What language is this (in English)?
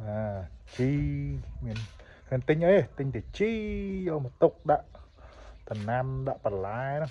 Khmer